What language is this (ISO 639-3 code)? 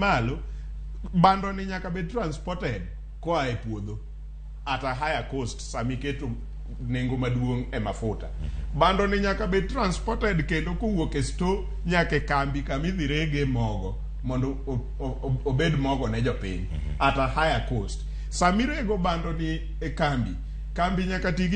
luo